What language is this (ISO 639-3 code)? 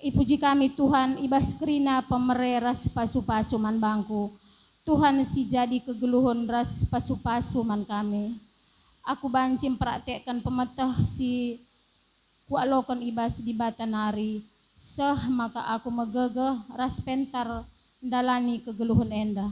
btx